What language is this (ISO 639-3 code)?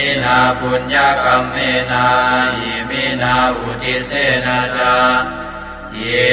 pli